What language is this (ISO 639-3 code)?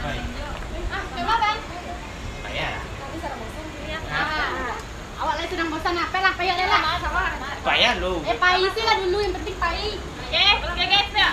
min